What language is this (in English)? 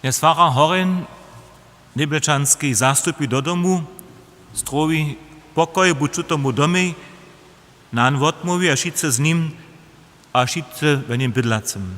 Upper Sorbian